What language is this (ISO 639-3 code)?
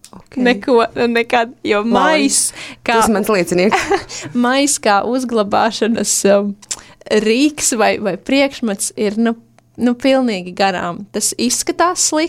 lav